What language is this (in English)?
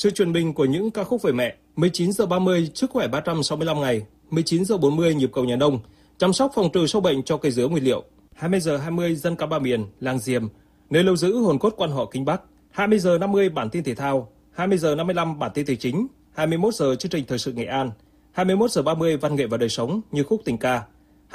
Vietnamese